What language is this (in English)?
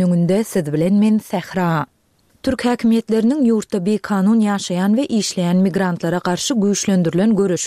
Turkmen